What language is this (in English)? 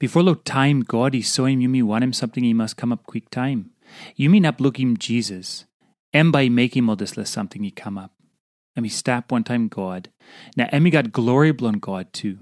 Tok Pisin